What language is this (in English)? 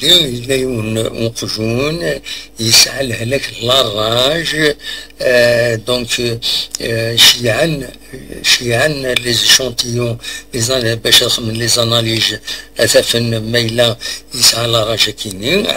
Kabyle